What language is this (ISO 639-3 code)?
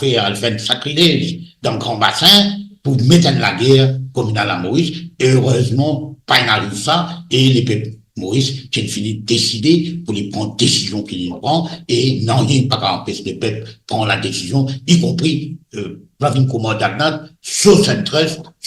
mfe